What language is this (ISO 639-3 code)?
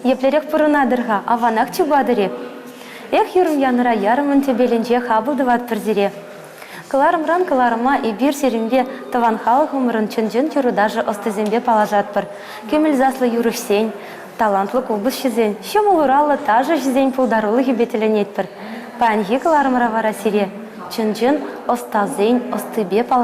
chv